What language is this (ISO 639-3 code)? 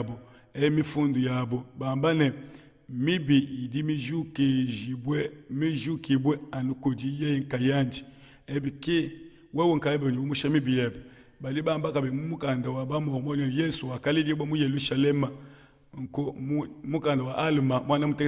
lua